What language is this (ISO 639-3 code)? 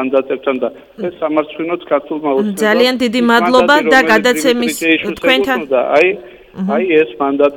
kat